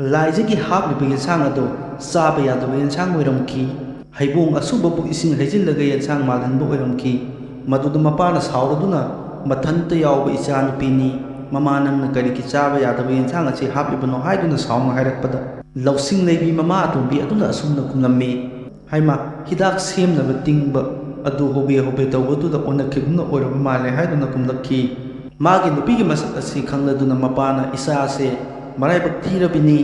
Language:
Manipuri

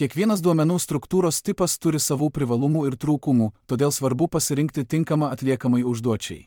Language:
Lithuanian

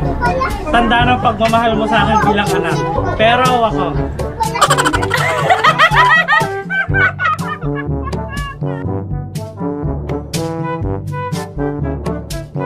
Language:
Filipino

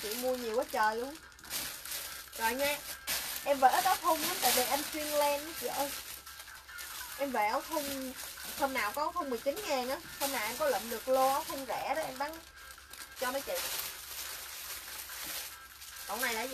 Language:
Vietnamese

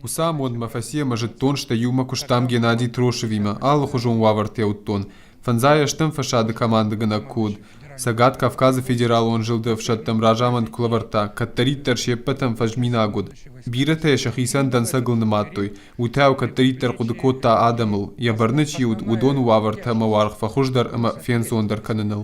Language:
Ossetic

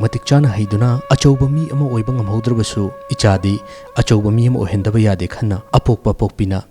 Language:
Manipuri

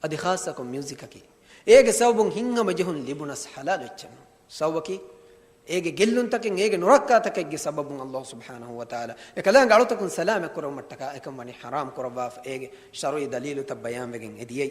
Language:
Divehi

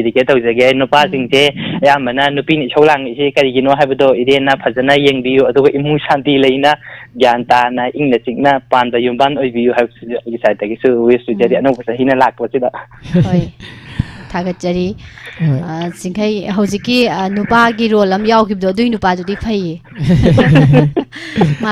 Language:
Manipuri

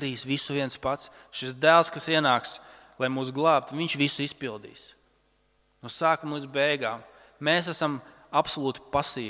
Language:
Latvian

